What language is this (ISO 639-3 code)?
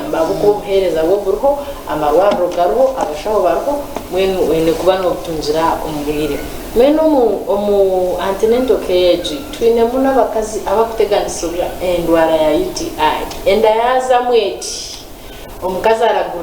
nyn